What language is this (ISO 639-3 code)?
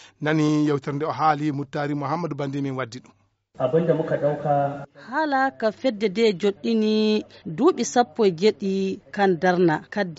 ful